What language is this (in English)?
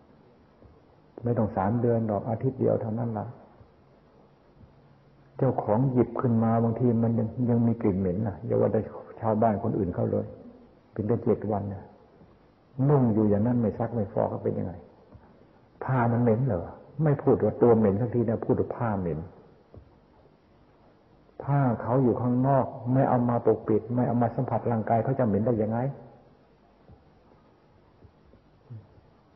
Thai